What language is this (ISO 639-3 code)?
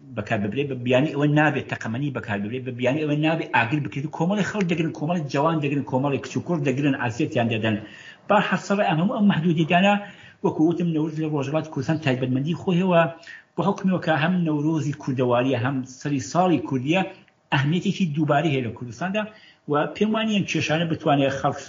ckb